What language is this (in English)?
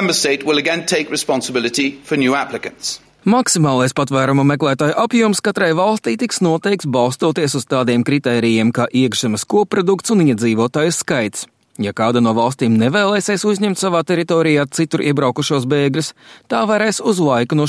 Latvian